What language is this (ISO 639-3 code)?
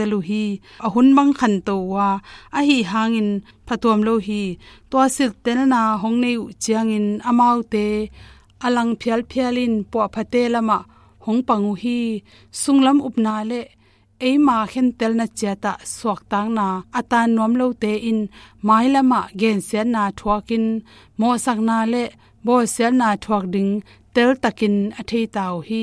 ctd